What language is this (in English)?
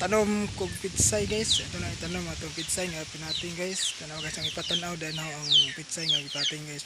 Cebuano